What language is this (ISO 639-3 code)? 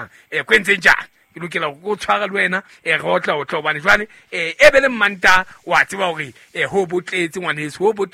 sot